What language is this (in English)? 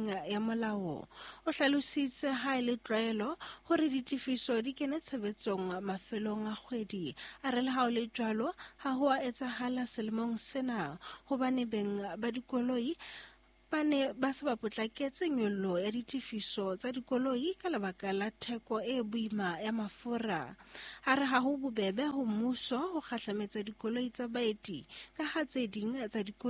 Southern Sotho